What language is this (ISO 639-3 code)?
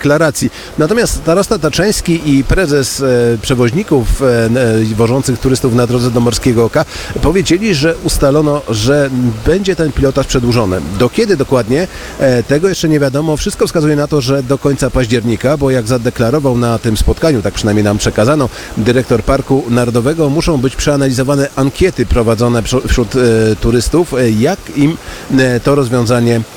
pol